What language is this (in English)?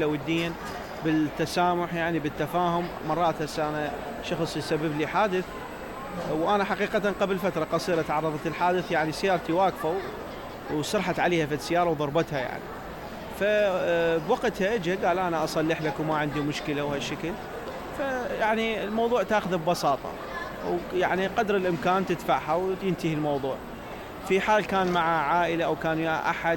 Mesopotamian Arabic